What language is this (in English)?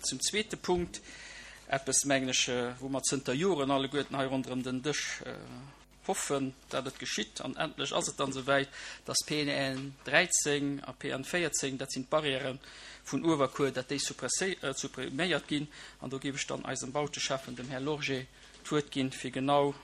Luxembourgish